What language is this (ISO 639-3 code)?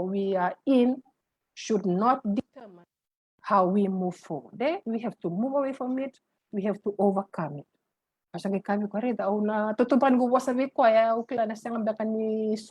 fij